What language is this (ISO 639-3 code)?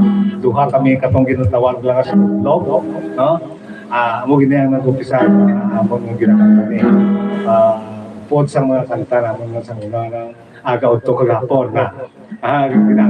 hil